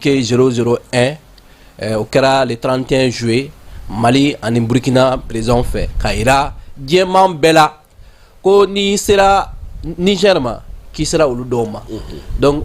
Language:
Bambara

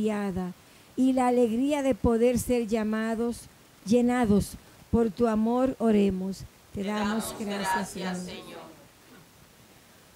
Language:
Spanish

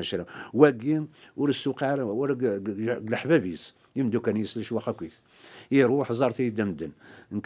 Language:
Kabyle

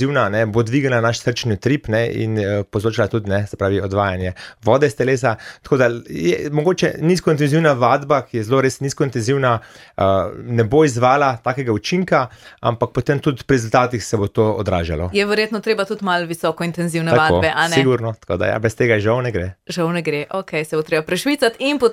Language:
Slovenian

